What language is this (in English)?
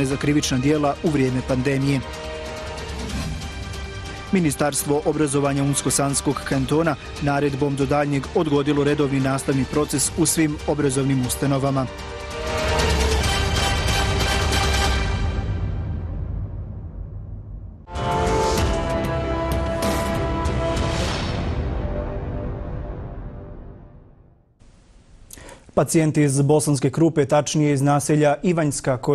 Bosnian